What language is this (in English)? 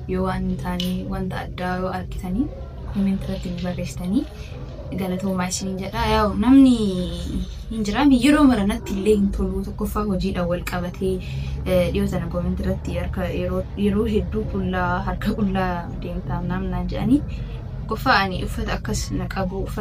Oromo